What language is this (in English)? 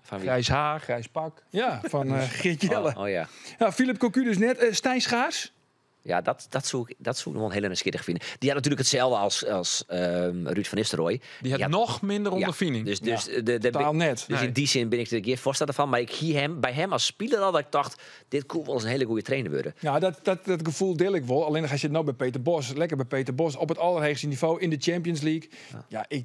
Western Frisian